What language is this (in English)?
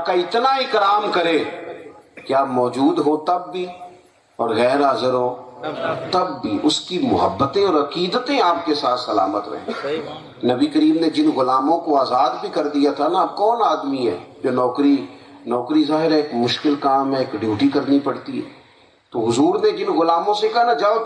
Urdu